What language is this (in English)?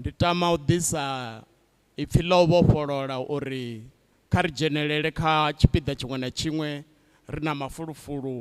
Venda